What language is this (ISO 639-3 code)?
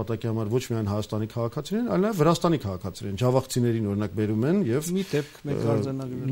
hye